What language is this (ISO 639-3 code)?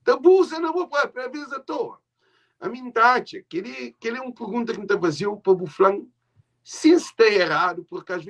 kea